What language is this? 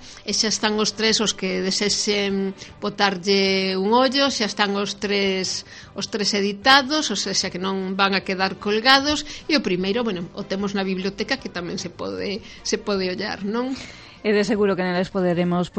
Galician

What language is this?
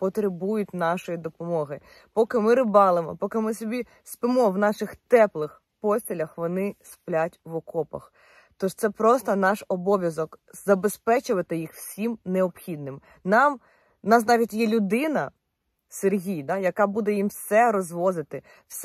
Ukrainian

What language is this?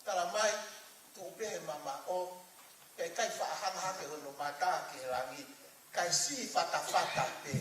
Tongan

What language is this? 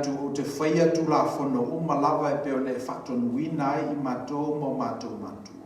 Samoan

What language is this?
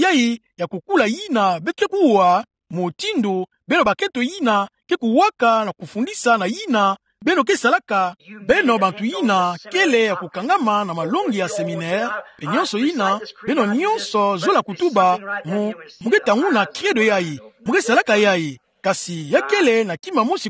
Kituba (Democratic Republic of Congo)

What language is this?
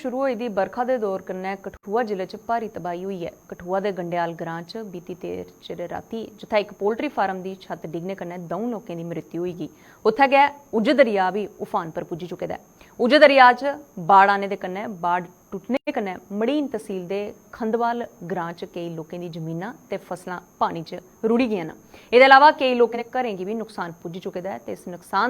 Dogri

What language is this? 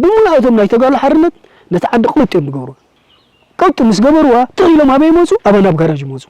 Tigrinya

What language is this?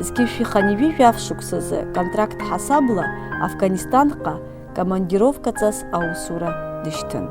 Abkhazian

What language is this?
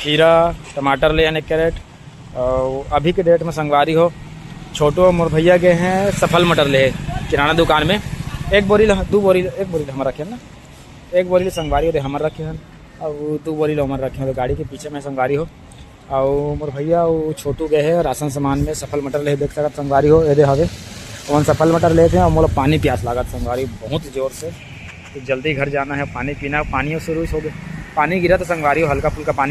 Chhattisgarhi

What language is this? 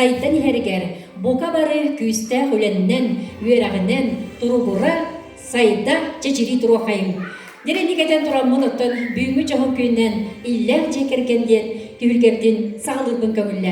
Yakut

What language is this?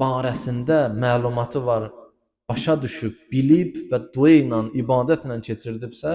Azerbaijani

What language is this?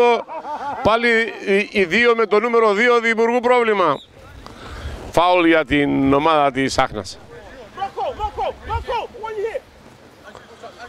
Greek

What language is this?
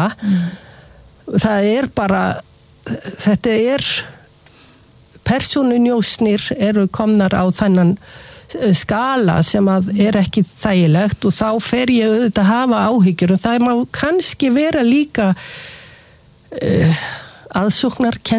Icelandic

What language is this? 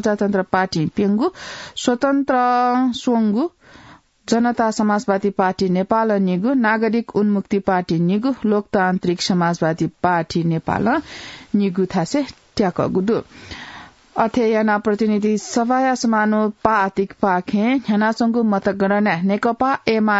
Newari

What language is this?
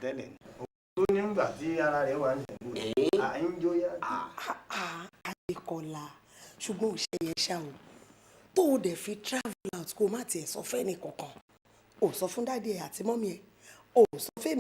Yoruba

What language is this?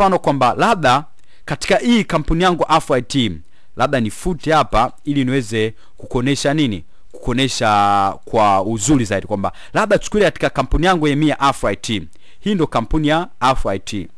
Swahili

